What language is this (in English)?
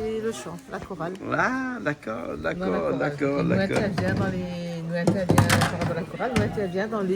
Réunion Creole French